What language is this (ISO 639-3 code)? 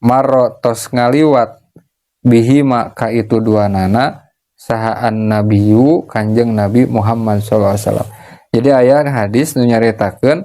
sun